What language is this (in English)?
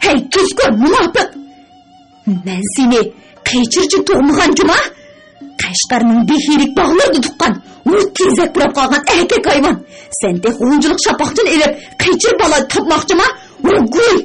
Uyghur